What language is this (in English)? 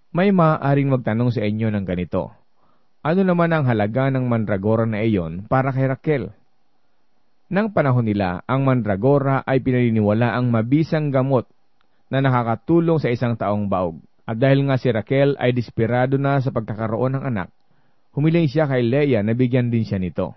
Filipino